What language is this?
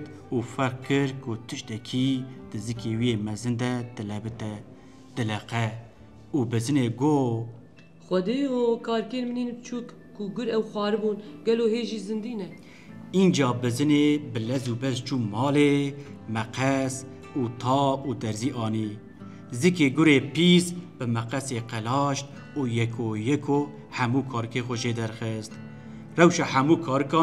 Kurdish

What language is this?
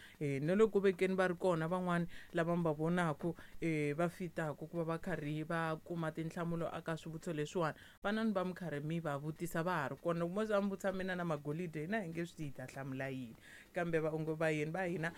Tsonga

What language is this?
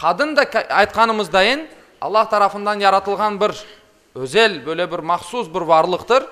Crimean Tatar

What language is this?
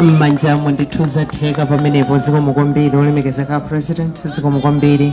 Nyanja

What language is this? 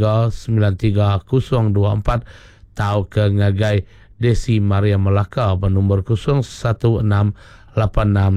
Iban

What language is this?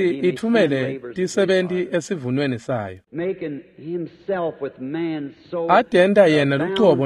Swati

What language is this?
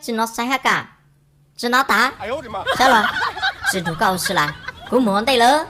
Hmong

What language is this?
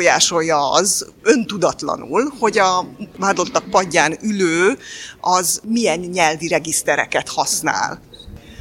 Hungarian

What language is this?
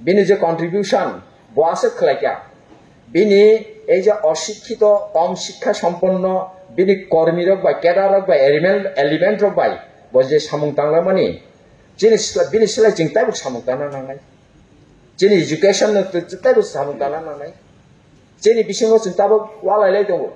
Kok Borok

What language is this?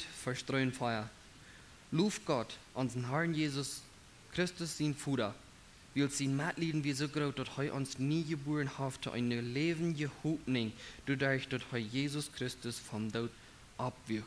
Plautdietsch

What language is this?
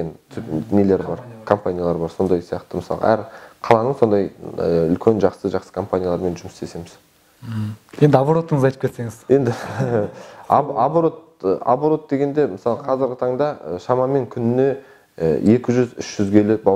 Kazakh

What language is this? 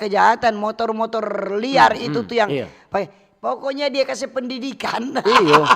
Manado Malay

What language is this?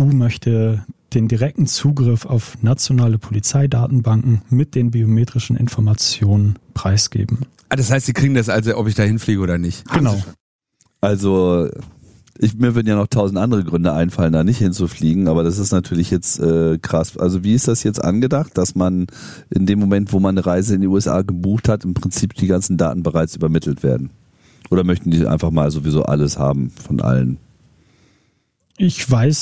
German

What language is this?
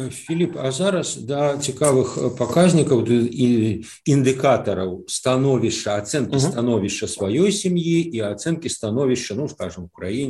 Belarusian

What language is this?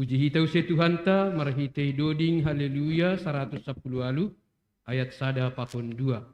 Batak Simalungun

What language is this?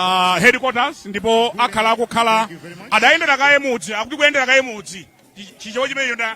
Nyanja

